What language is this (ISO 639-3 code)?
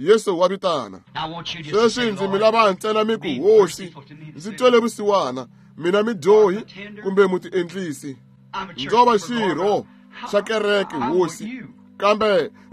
tso